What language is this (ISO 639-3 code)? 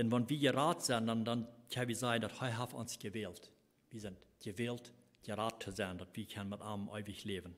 pdt